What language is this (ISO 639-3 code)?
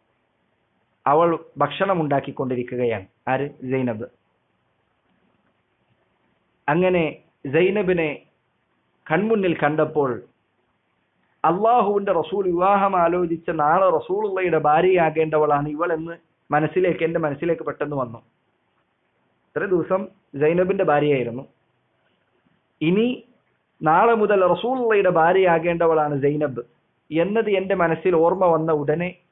mal